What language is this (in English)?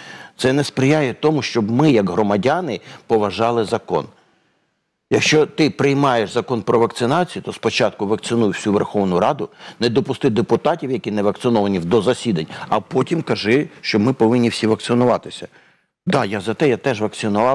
Ukrainian